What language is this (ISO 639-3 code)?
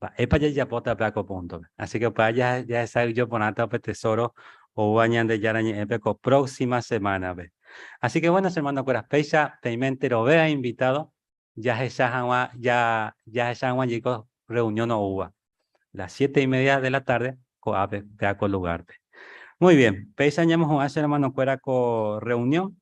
grn